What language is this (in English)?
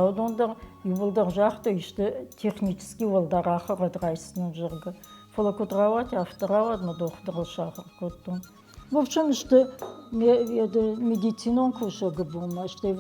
Ossetic